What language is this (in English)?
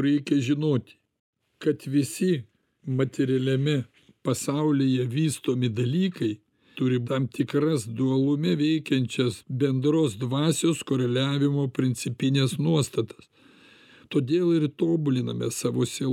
Lithuanian